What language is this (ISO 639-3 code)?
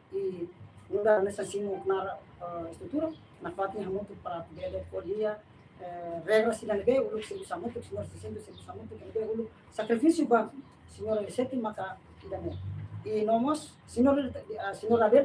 tet